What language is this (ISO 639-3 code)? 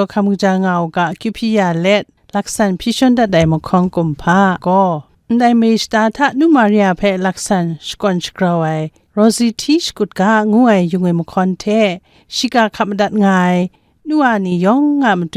kac